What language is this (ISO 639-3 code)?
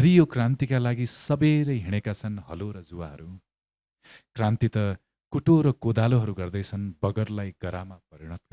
nep